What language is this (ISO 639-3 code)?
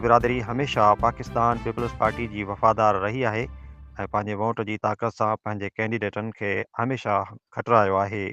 snd